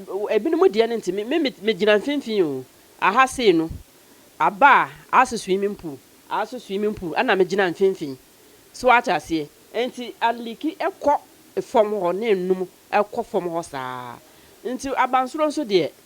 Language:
Akan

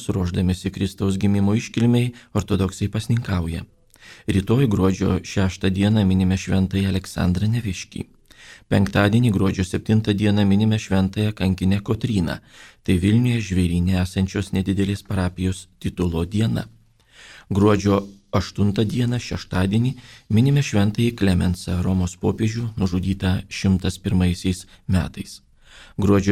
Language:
Lithuanian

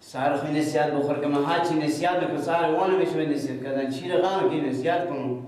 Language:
Persian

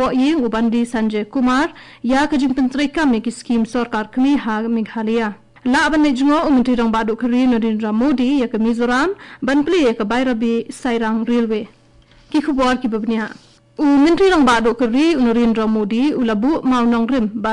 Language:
Khasi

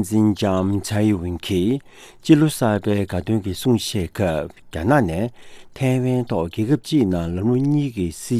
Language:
Tibetan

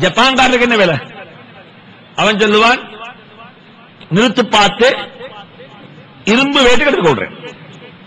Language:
Tamil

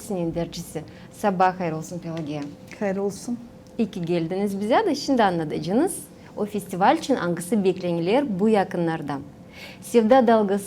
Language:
Gagauz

